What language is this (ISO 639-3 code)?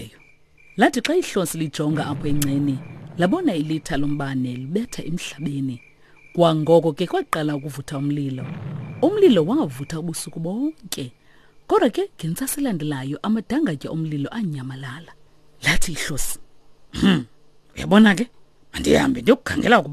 xho